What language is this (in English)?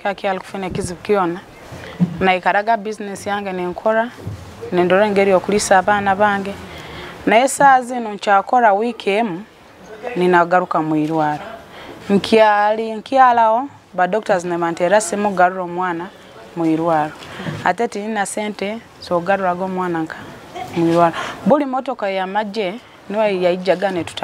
Nyoro